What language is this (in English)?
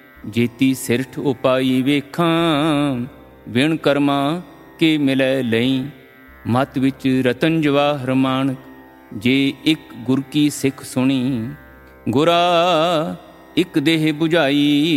Punjabi